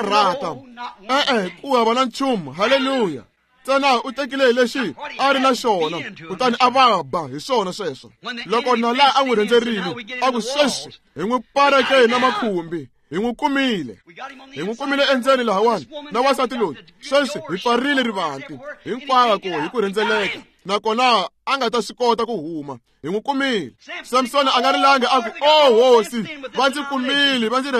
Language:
Tsonga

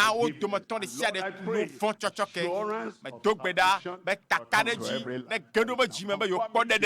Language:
Ewe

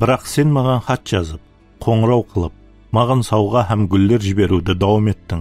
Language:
Kara-Kalpak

